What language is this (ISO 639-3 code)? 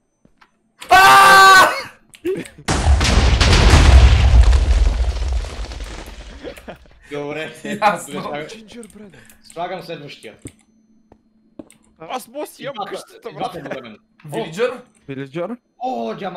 bul